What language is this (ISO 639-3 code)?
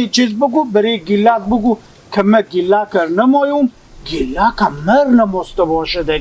haz